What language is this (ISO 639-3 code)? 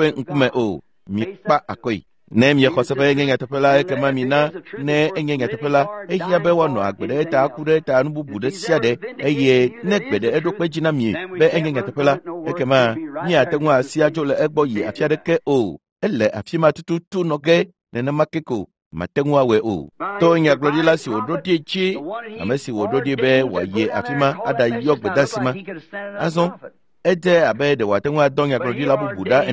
ewe